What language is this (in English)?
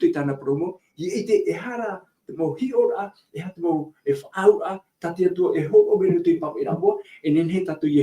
Tahitian